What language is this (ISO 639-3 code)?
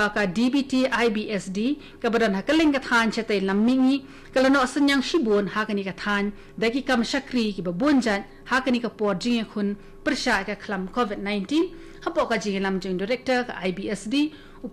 kha